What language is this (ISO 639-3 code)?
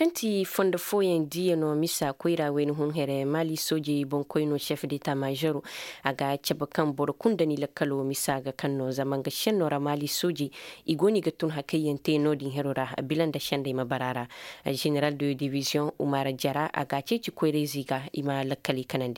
dje